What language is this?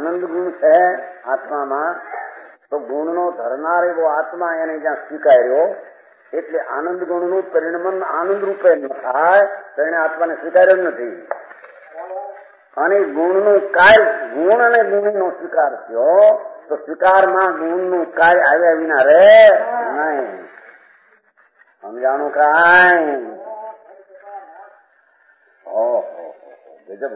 Gujarati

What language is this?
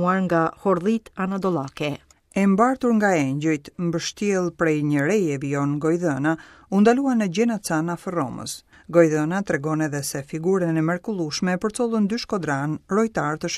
Albanian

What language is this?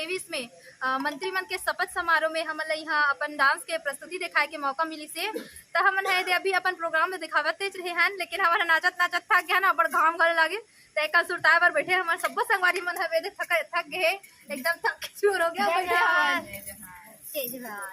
Chhattisgarhi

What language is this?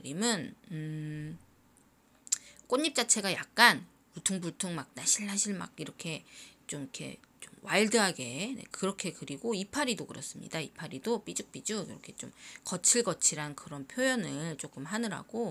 Korean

